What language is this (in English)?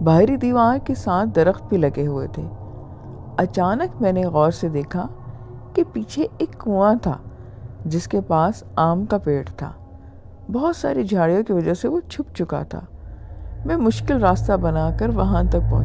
Urdu